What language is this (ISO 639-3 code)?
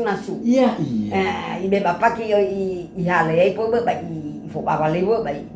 nia